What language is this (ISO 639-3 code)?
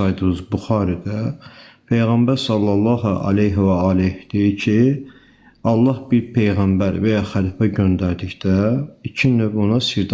aze